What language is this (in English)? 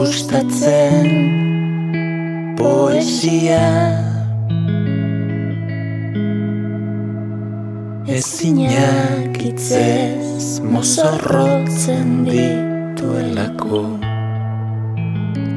Basque